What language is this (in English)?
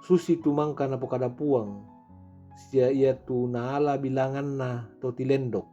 Toraja-Sa'dan